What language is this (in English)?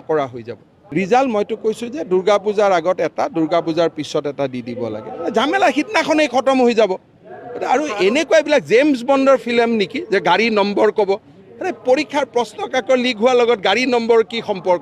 Assamese